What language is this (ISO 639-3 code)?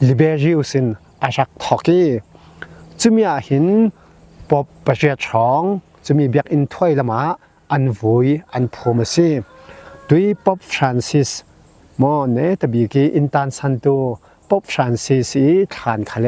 cfm